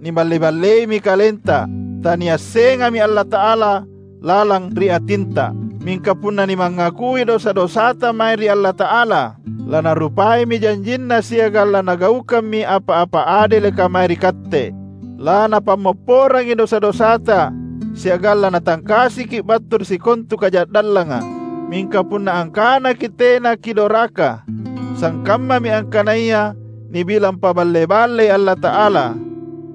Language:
Makasar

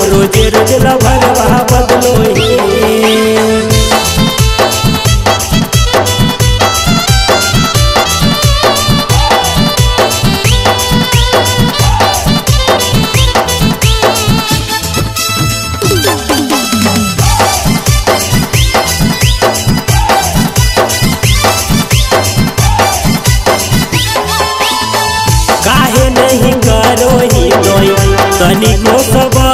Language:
Bhojpuri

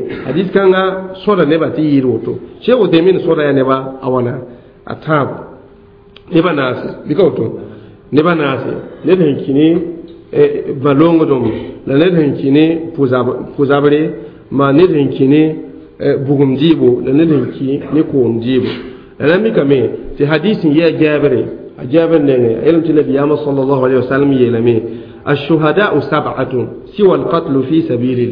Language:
Mossi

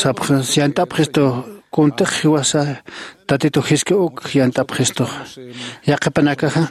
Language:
Aymara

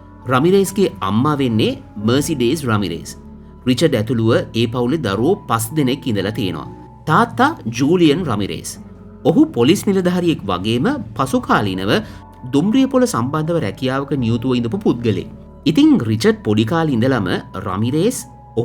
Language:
Sinhala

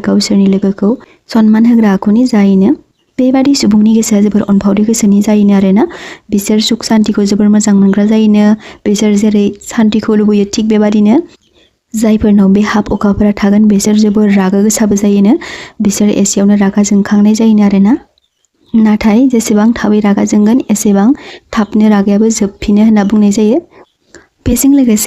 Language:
Bodo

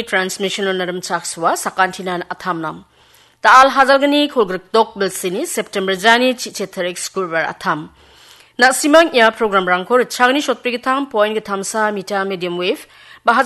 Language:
Garo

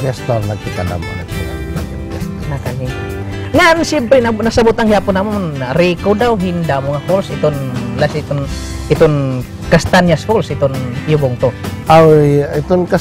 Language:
Waray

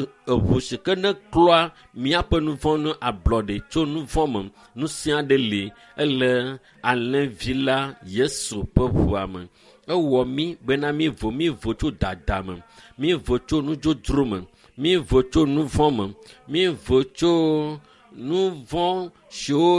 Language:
Ewe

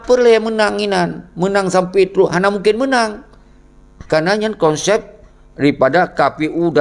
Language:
Achinese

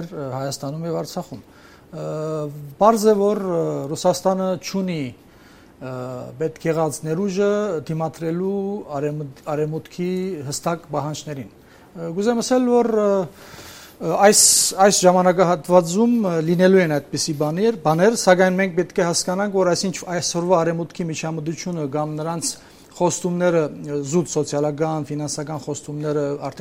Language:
Armenian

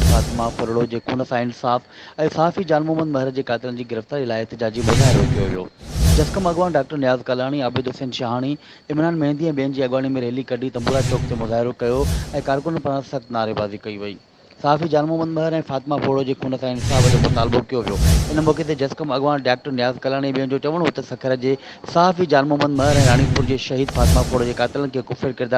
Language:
Sindhi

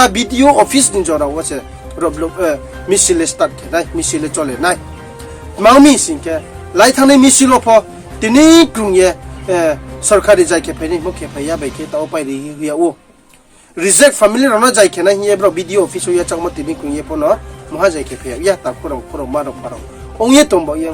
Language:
Riang (India)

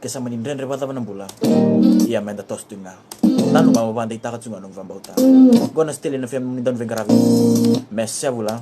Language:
Fijian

